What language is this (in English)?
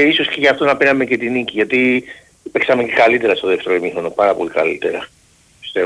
Greek